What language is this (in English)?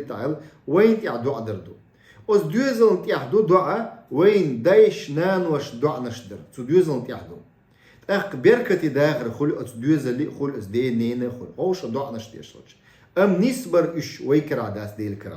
Chechen